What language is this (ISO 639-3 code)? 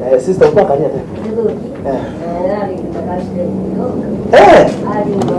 mer